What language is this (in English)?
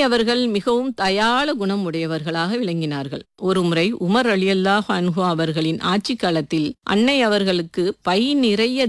Tamil